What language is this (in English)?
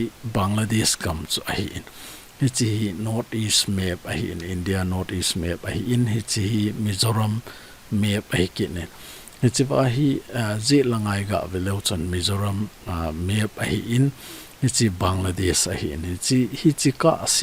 Thado Chin